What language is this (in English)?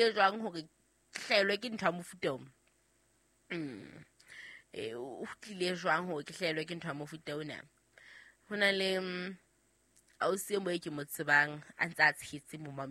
Southern Sotho